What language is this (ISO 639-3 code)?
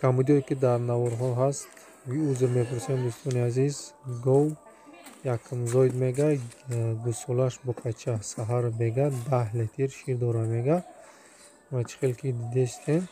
tgk